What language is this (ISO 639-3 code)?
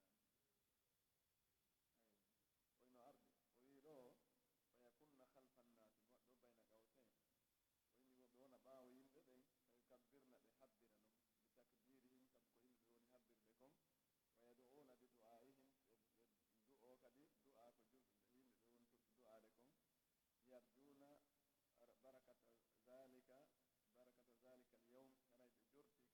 fuf